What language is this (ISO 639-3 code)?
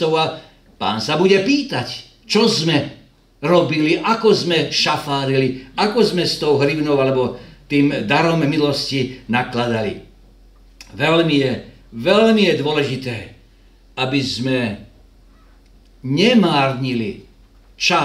slk